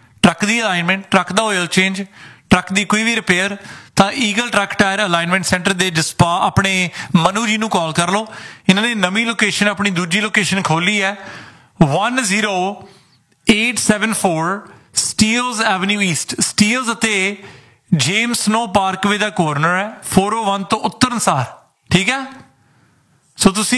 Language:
Punjabi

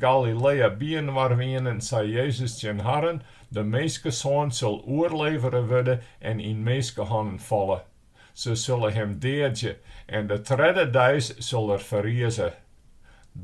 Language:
Western Frisian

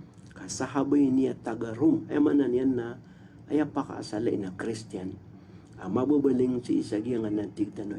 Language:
Maranao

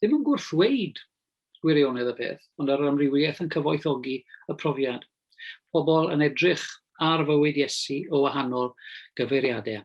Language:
Welsh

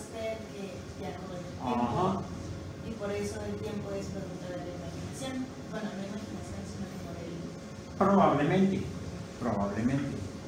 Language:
Spanish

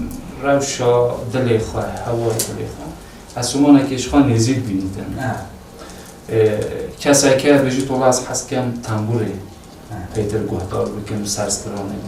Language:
Kurdish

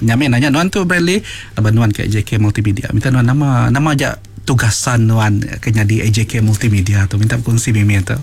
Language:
Iban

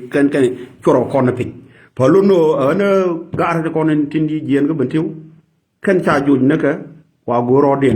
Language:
Nuer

